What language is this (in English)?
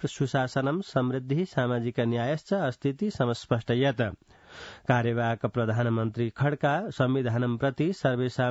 Sanskrit